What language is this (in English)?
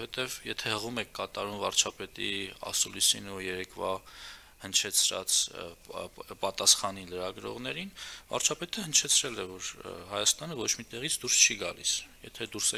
Armenian